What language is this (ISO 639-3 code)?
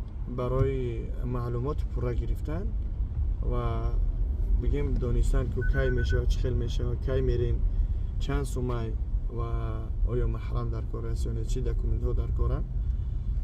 tgk